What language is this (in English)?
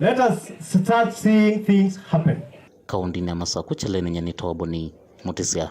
Kamba